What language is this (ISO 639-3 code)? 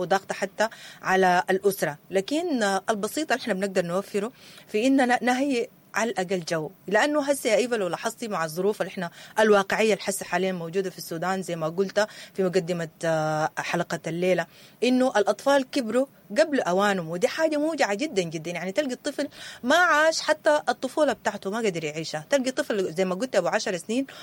apd